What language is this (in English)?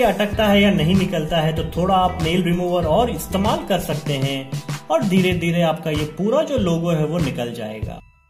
Hindi